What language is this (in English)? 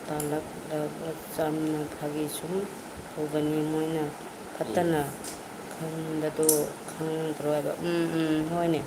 Manipuri